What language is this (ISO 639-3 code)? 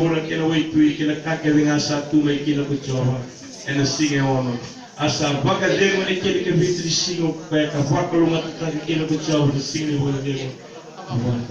fij